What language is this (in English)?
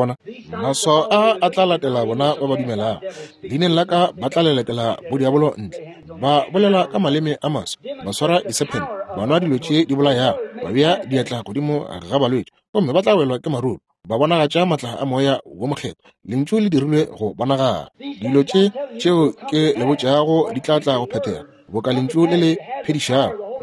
Northern Sotho